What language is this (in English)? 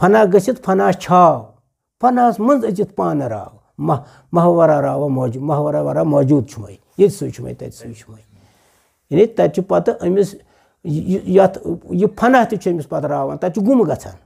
Kashmiri